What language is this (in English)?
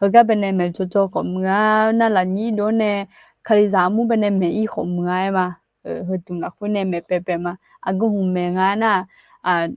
Akha